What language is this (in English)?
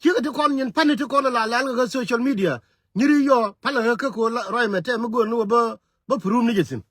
Nuer